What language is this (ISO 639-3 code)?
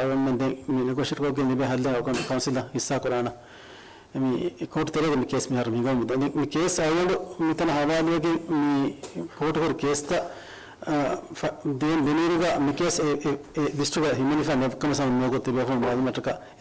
div